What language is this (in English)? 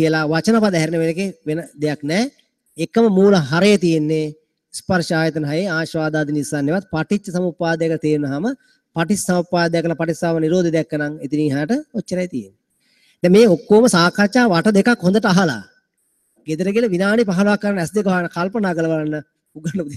Sinhala